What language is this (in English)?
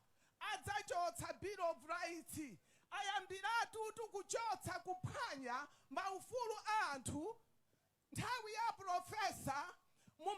Nyanja